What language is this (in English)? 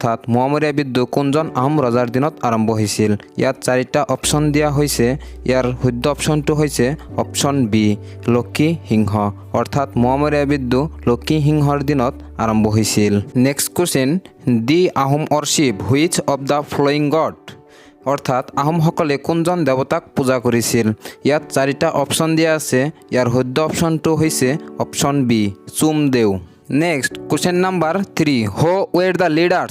Assamese